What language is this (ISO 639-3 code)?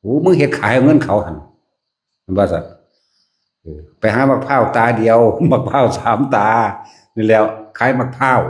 tts